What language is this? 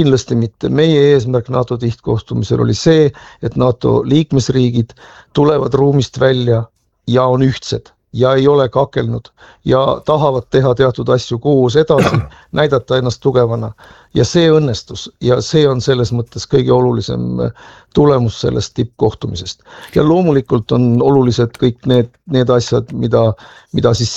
Estonian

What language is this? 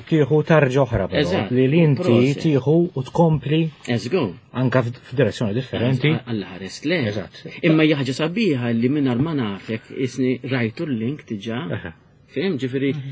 Maltese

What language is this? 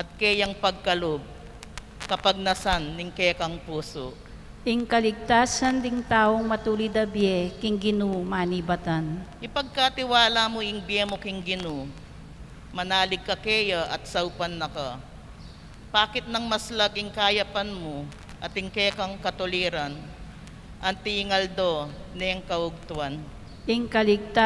Pampanga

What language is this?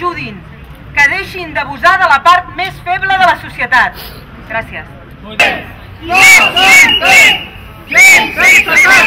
Catalan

